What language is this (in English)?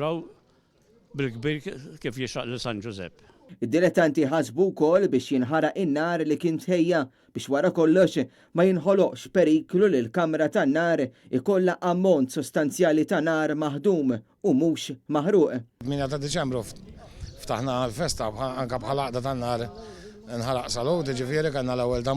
Maltese